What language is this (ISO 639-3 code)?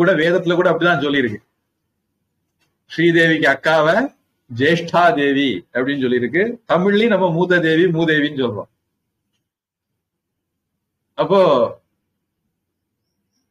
tam